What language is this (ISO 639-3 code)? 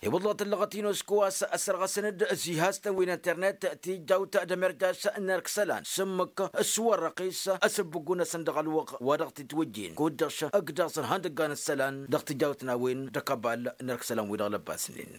taq